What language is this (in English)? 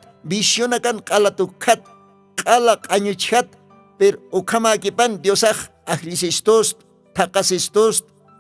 Aymara